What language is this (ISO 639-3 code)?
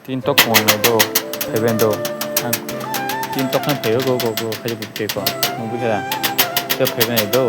trp